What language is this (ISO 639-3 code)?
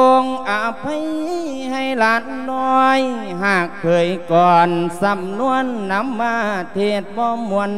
lao